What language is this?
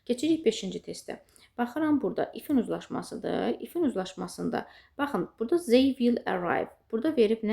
Azerbaijani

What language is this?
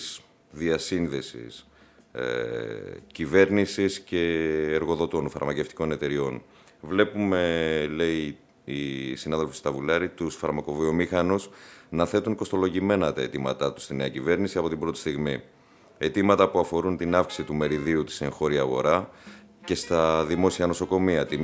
Greek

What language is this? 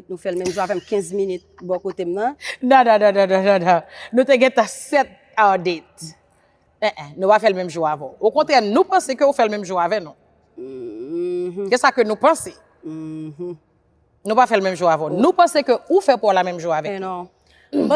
Haitian Creole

